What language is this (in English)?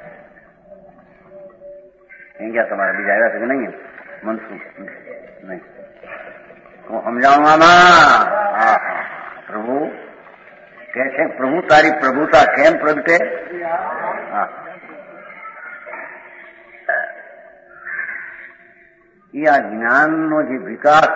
Gujarati